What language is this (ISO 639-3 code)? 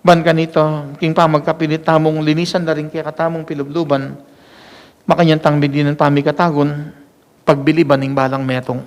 pam